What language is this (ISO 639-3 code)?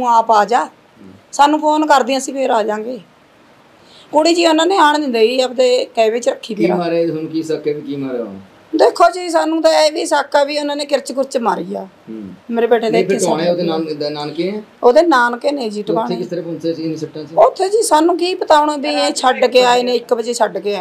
pan